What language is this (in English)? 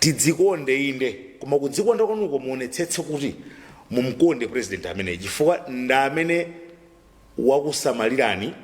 Nyanja